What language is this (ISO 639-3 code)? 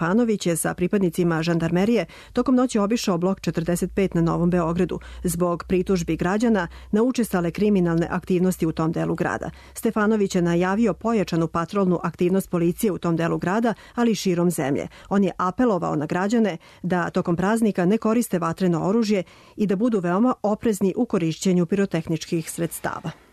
srp